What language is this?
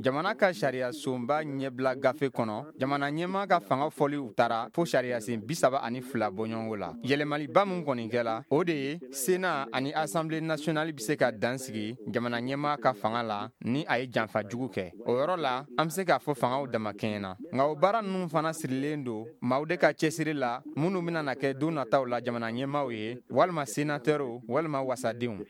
Bambara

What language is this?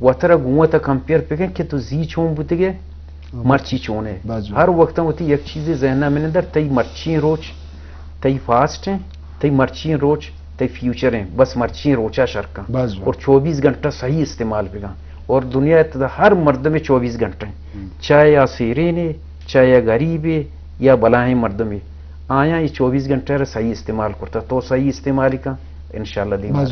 Eastern Balochi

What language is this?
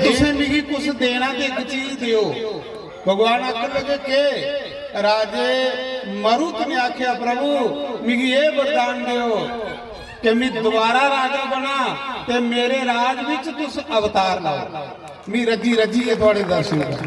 Dogri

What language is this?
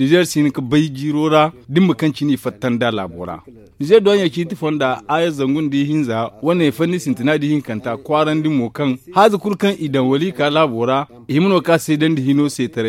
Zarma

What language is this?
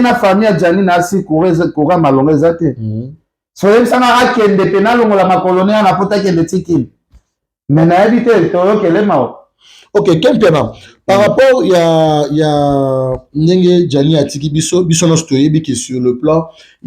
Lingala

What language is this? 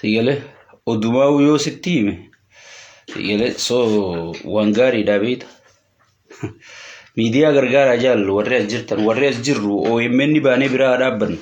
Oromo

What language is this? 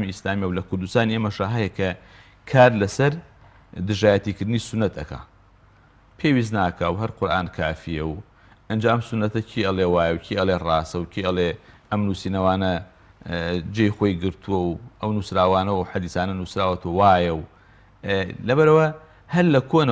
Central Kurdish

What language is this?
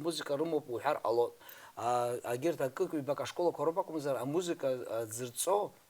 Abkhazian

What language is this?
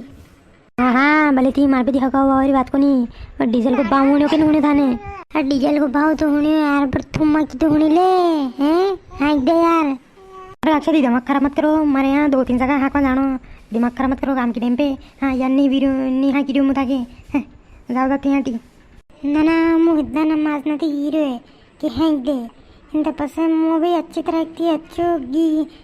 Rajasthani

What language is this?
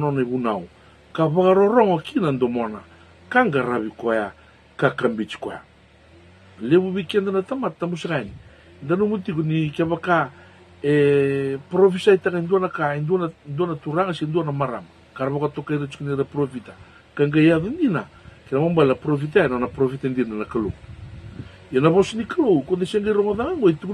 Fijian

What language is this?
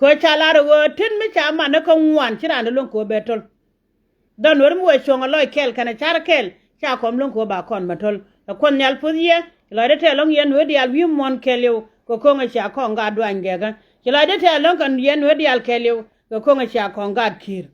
Nuer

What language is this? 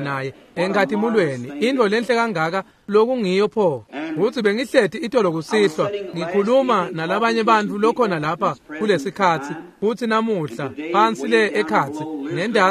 Swati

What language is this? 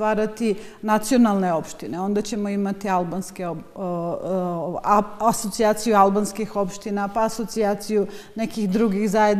Serbian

